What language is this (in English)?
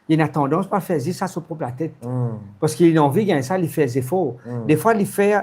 Morisyen